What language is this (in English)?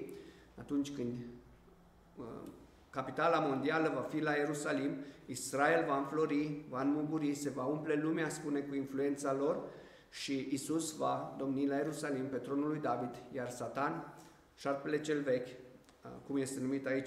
Romanian